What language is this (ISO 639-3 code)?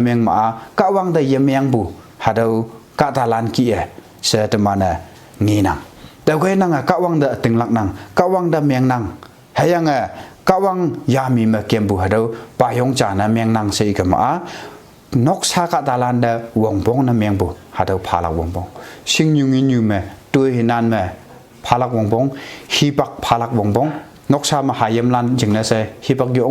nbe